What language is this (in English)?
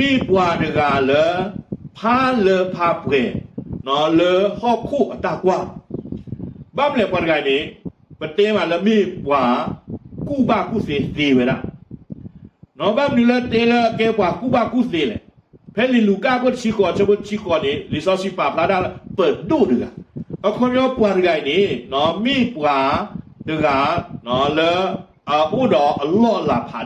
S'gaw Karen